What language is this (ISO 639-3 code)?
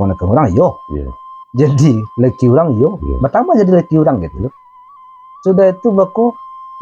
min